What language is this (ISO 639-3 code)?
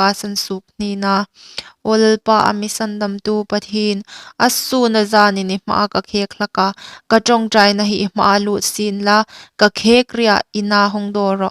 hmr